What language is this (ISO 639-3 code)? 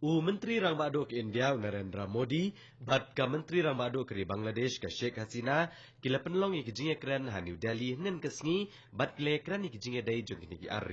kha